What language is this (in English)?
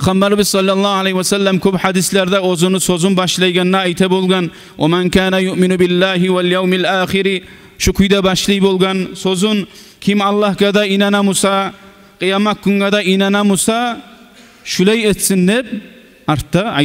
Kumyk